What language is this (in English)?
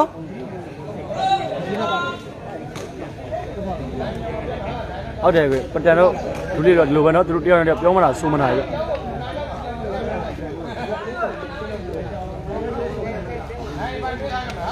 Burmese